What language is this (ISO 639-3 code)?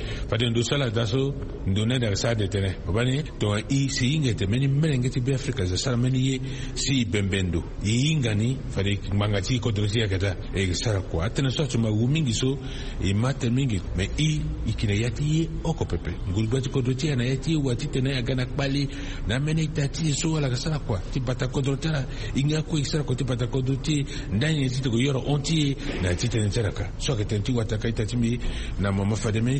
sag